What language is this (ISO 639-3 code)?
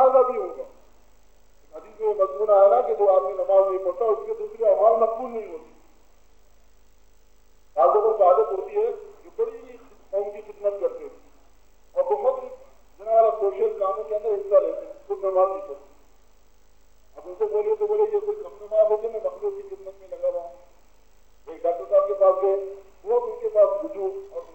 urd